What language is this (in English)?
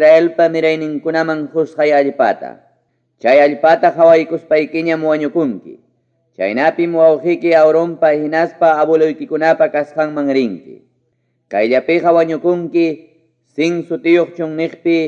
Ayacucho Quechua